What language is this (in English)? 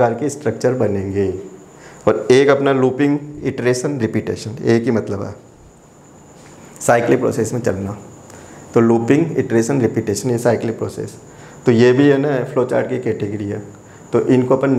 Hindi